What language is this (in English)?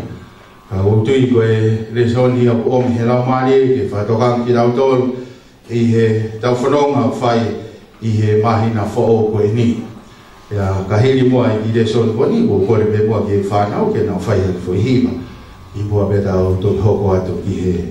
Tongan